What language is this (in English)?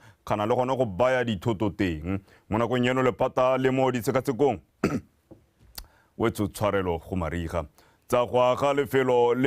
Tswana